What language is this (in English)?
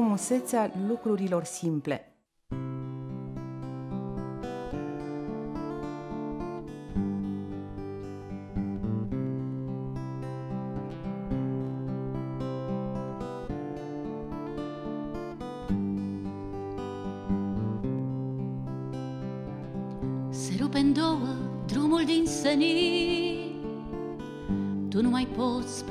Romanian